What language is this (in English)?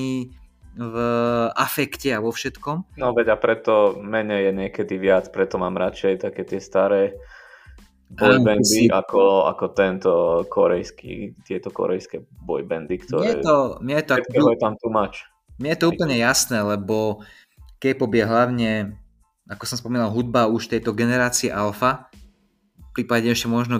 Slovak